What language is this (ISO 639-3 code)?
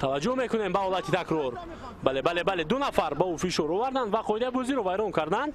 tgk